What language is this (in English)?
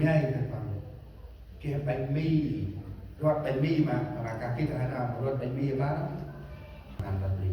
Central Mnong